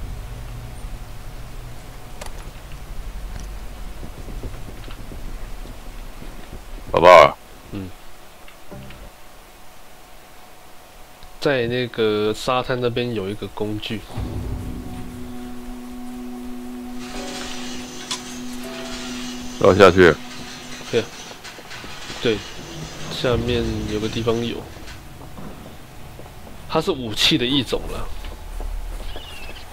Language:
Chinese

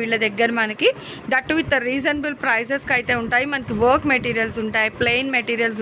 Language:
Telugu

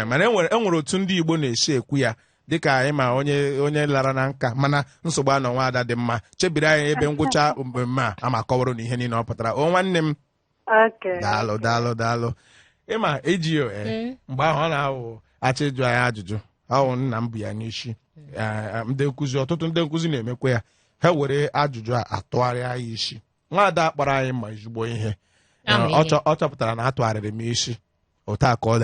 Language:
Igbo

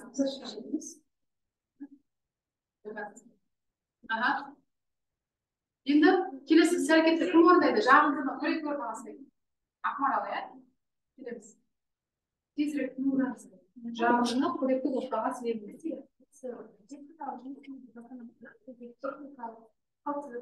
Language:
Kazakh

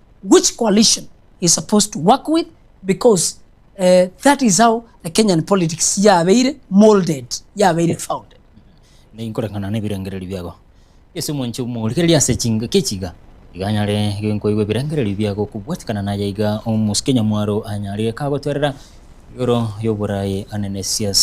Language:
Gusii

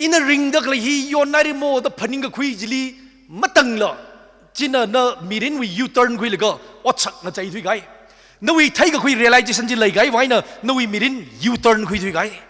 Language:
Tangkhul Naga (India)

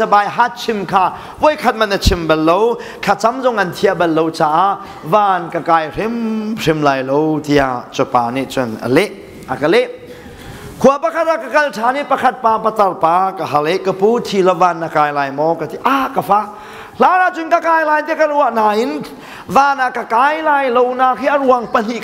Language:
Hakha Chin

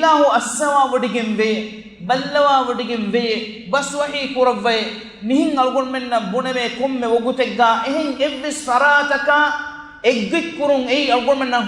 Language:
Divehi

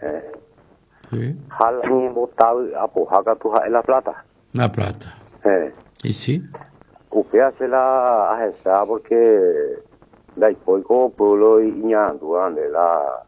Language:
Guarani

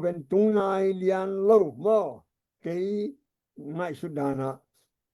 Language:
Tedim Chin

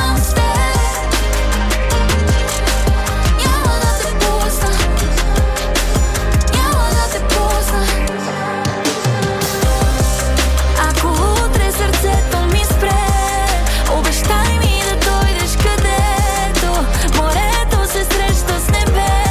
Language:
Bulgarian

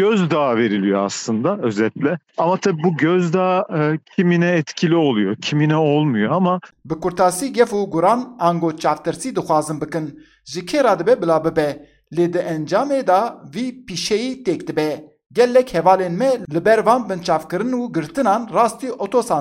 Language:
Kurdish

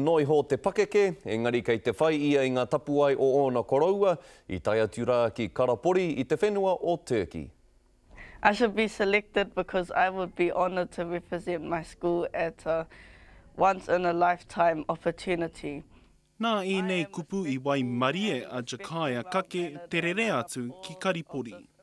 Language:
Māori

